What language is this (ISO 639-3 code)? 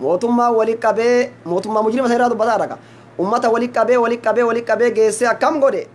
orm